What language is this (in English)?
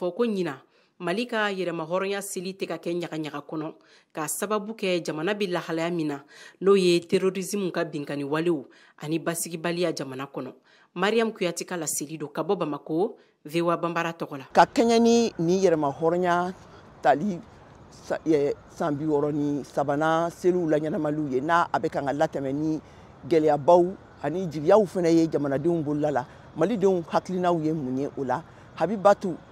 Bambara